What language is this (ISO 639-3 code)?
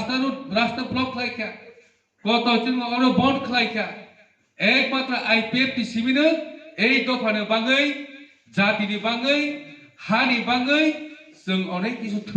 ria